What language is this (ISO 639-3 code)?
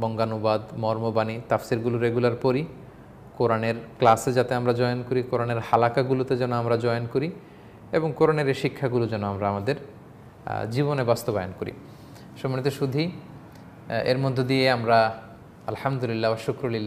ben